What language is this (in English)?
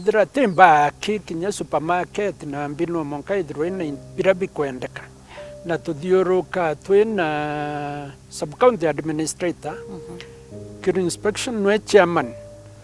Meru